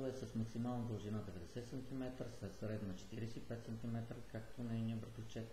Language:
Bulgarian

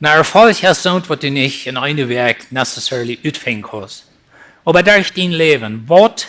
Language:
Plautdietsch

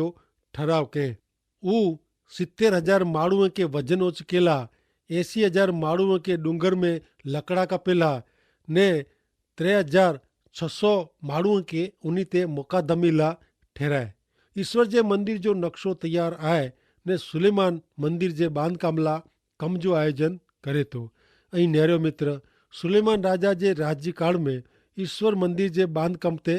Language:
Kachhi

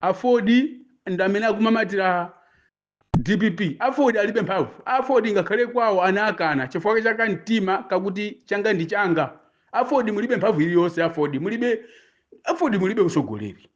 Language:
Nyanja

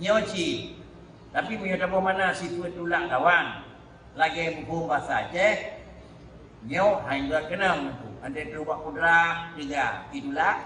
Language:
Achinese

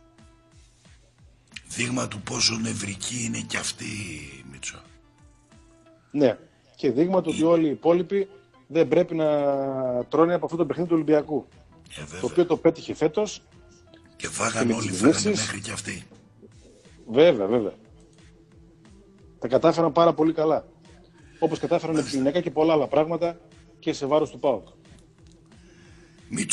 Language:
Greek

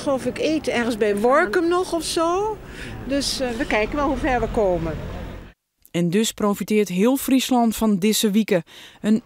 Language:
Western Frisian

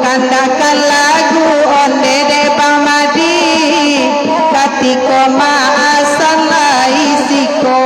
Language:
Minangkabau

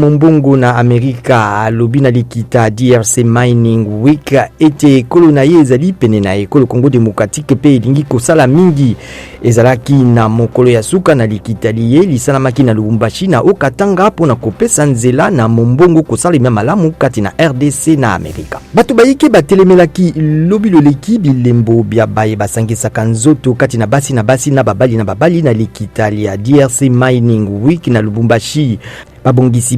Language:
Lingala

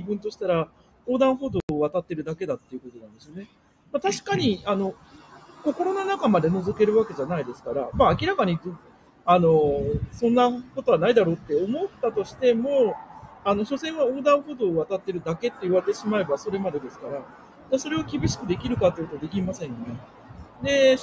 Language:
Japanese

